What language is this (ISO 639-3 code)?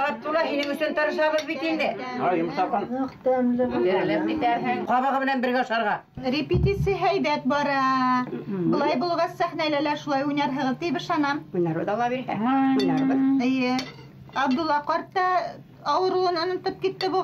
bak